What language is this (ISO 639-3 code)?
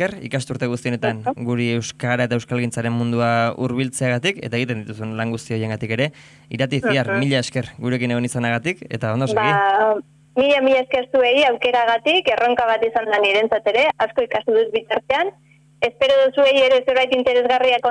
eus